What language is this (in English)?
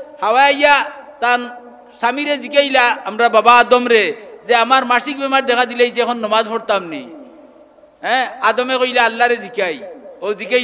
Sylheti